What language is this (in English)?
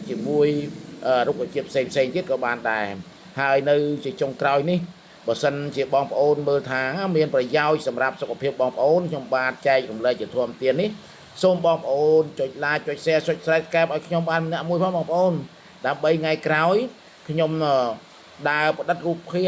Khmer